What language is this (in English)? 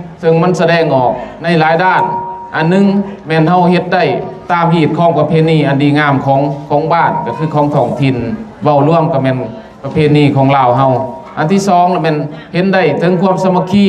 Lao